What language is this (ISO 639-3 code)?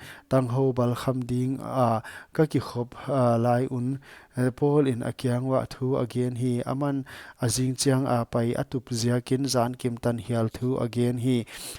pck